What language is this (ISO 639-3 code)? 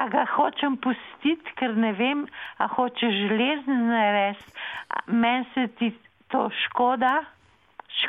slv